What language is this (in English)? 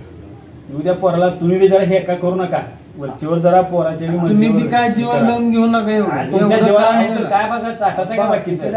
Marathi